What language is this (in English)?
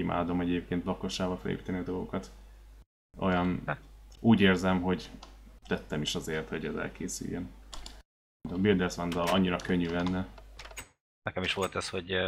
Hungarian